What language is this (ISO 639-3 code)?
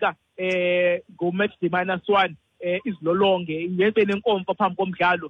xho